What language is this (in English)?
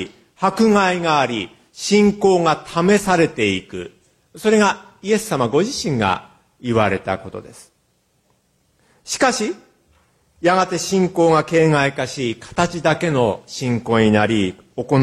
Japanese